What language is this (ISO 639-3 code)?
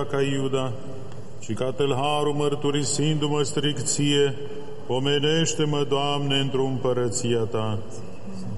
ron